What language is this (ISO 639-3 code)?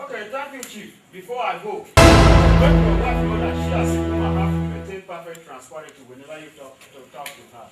tiv